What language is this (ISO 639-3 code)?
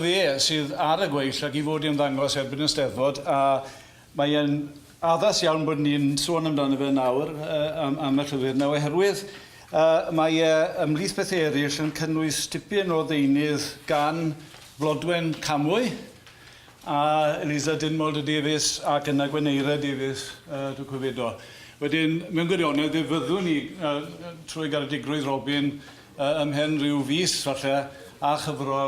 cym